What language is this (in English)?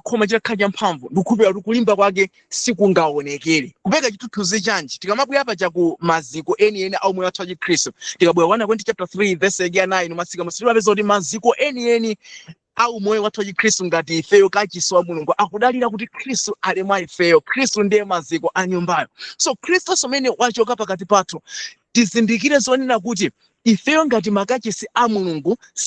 Nyanja